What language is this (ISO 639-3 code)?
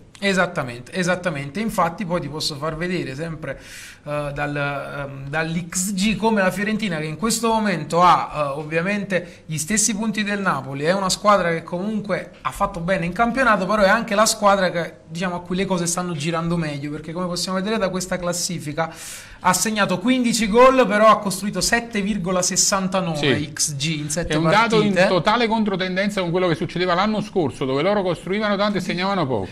ita